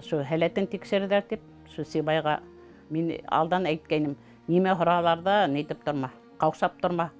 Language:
Bashkir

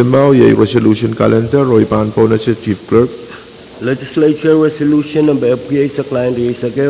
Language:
Pohnpeian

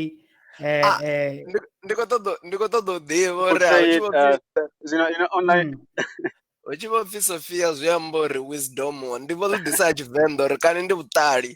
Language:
Venda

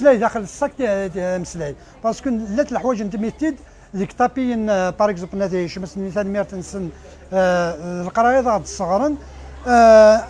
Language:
Kabyle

